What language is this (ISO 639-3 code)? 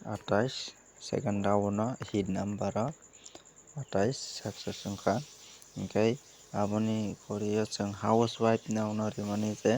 trp